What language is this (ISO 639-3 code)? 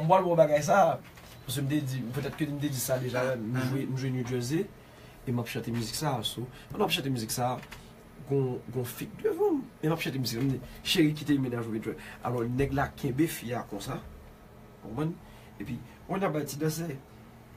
hat